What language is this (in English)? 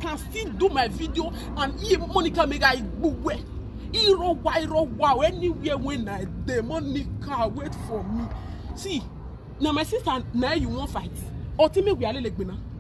Nigerian Pidgin